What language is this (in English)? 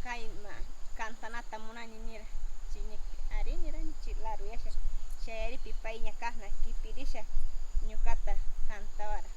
Northern Pastaza Quichua